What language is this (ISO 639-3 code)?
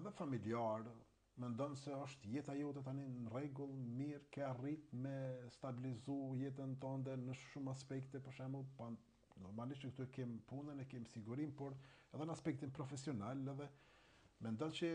sqi